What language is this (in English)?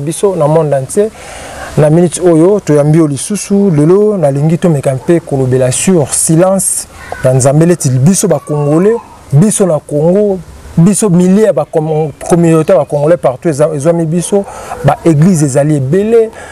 Lingala